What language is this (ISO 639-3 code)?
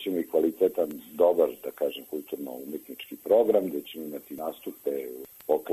srp